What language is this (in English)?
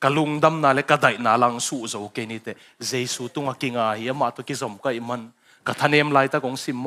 Tedim Chin